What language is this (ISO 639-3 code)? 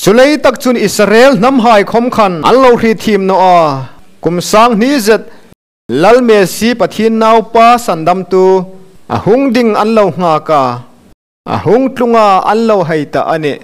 hmr